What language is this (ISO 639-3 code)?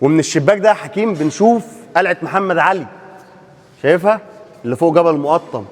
arz